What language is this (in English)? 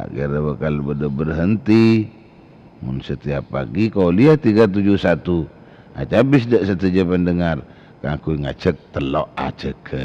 Madurese